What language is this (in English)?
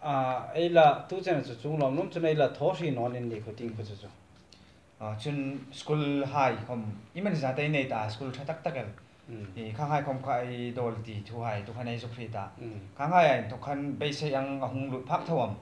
Hmar